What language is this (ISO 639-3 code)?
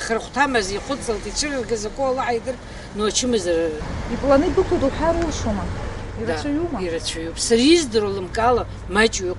abk